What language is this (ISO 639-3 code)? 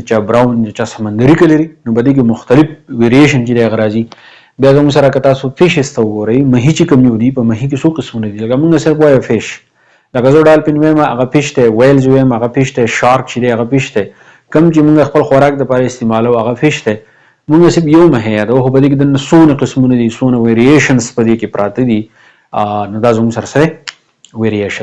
pus